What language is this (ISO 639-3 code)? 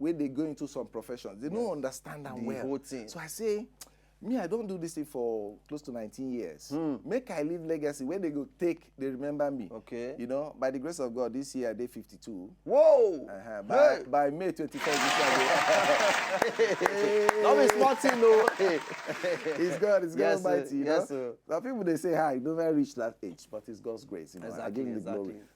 pcm